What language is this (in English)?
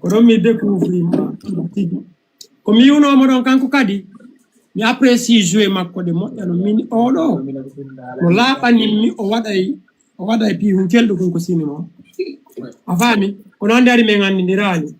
Fula